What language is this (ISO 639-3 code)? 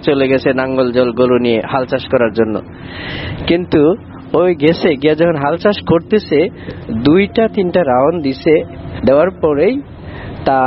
ben